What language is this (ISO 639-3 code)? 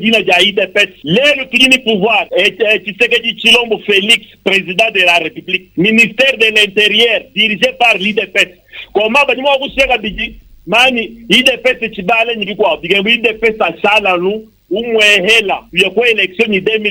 lua